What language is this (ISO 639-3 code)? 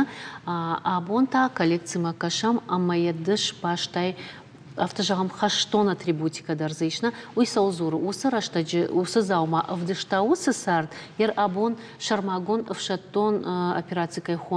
oss